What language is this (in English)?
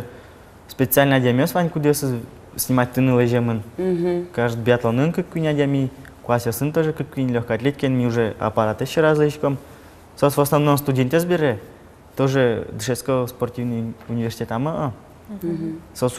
Udmurt